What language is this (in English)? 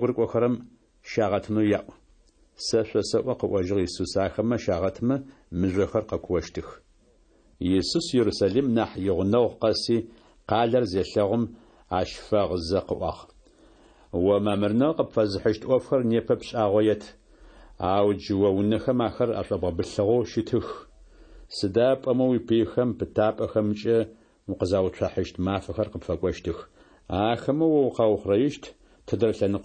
Kabardian